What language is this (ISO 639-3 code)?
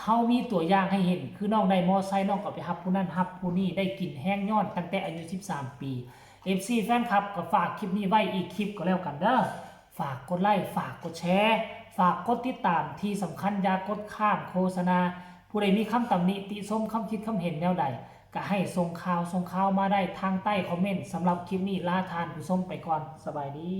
tts